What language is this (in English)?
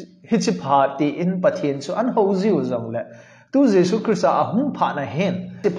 Thado Chin